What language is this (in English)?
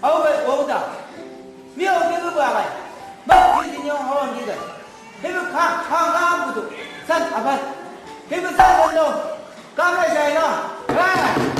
Chang Naga